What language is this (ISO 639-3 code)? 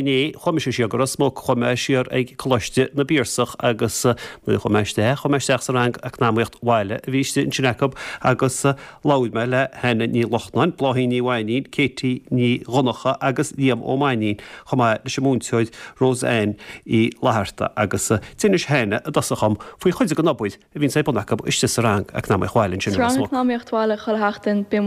gle